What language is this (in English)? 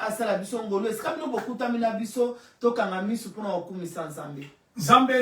Lingala